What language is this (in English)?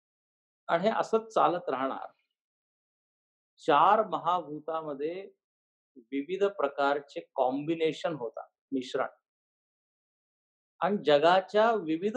Marathi